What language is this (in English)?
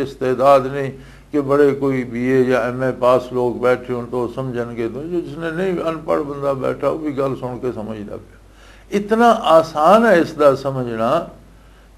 Western Panjabi